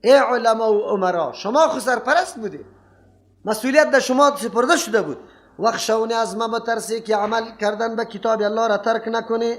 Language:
Persian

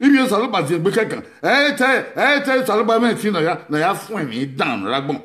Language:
Bini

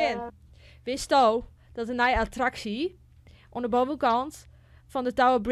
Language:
Western Frisian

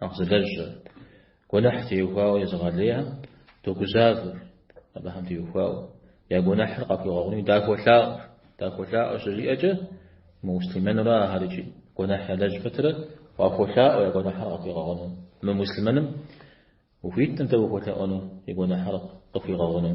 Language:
Kabardian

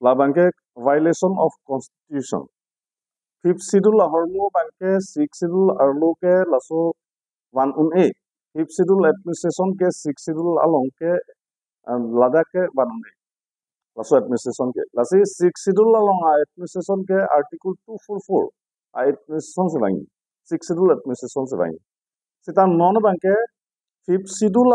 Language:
Karbi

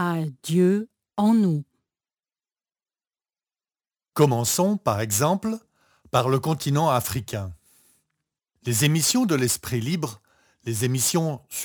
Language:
French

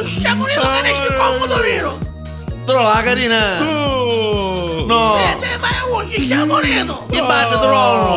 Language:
Neapolitan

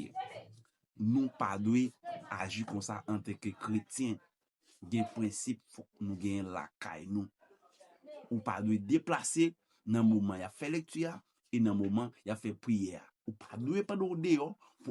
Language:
Haitian Creole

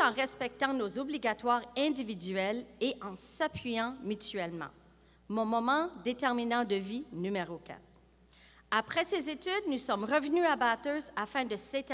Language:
French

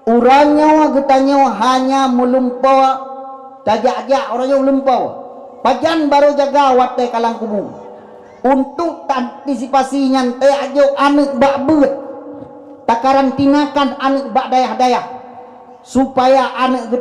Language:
Achinese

